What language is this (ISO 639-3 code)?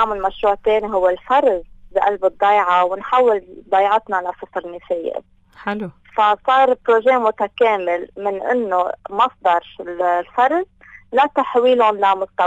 apc